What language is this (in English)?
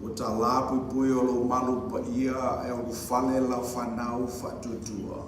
Samoan